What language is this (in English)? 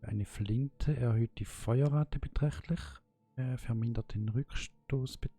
Swiss German